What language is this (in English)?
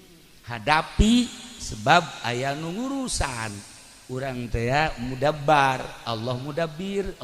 Sundanese